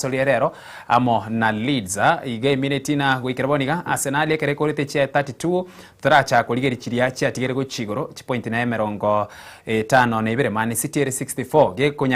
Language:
Gusii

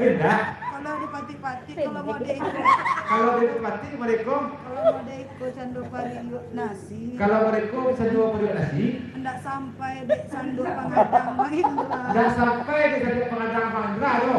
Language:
Minangkabau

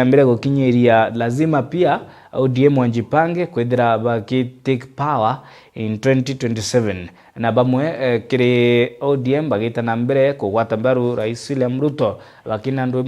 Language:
Meru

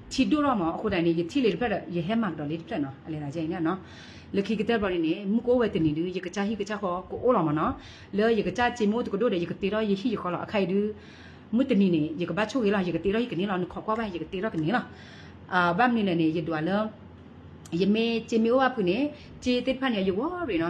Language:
S'gaw Karen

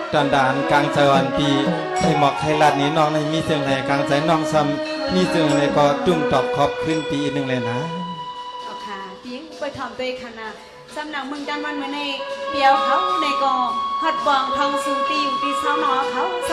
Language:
Shan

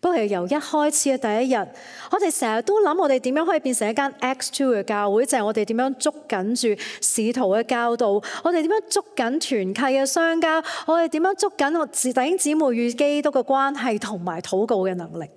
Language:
Cantonese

